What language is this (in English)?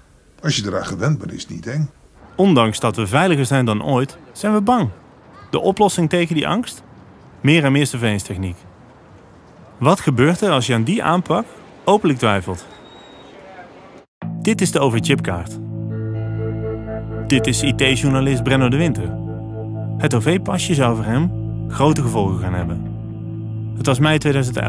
Dutch